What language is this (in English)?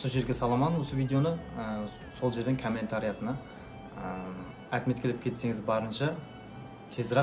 Kara-Kalpak